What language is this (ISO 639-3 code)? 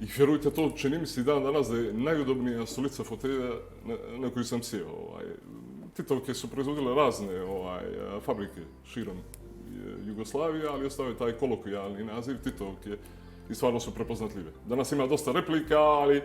bos